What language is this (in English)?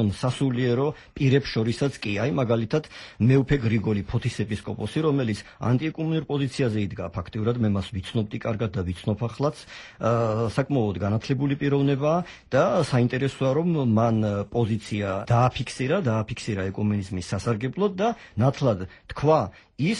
Georgian